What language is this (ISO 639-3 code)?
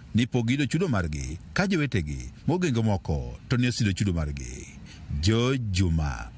luo